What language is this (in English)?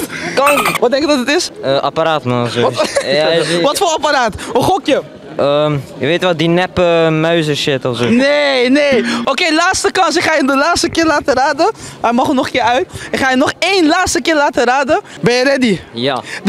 Dutch